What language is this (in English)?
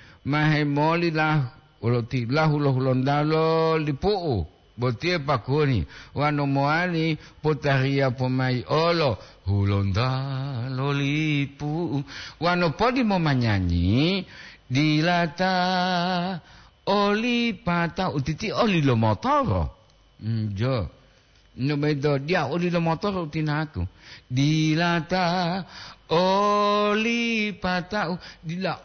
Gorontalo